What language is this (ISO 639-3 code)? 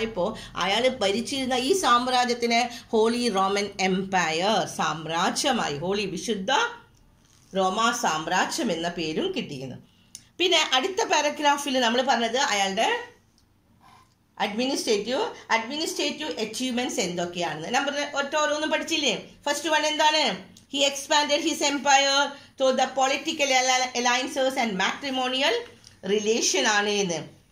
mal